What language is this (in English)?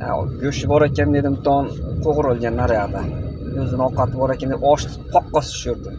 Uzbek